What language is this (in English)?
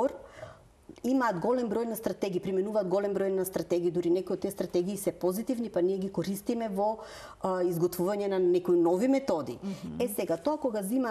Macedonian